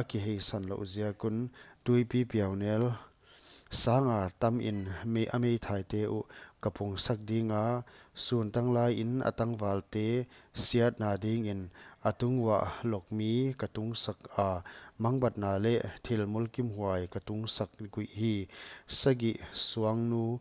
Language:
Paite Chin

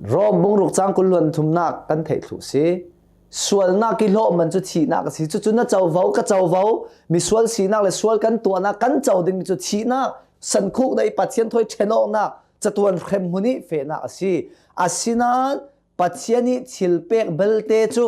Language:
Hakha Chin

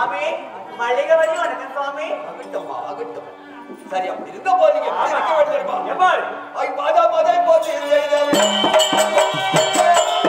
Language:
Tamil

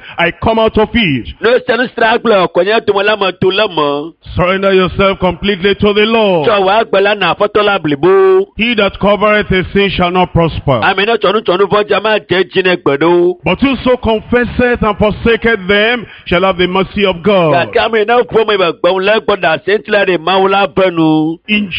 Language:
Ewe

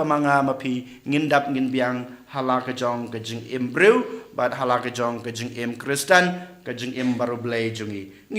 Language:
Khasi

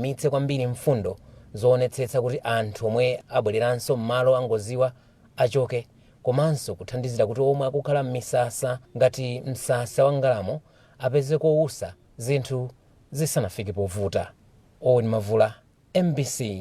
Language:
Nyanja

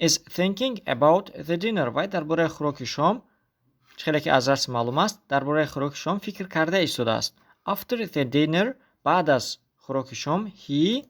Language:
Tajik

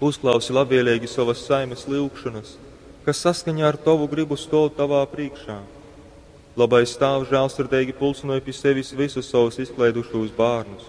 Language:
Latgalian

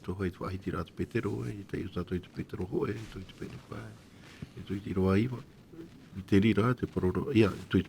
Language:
Tahitian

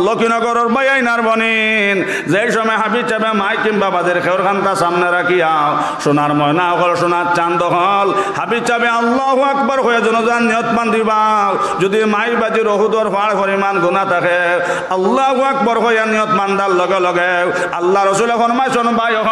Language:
Sylheti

